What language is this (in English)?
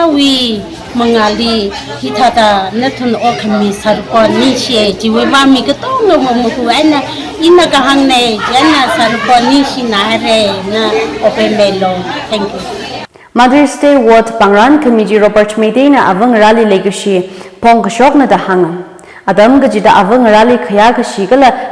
Tangkhul Naga (India)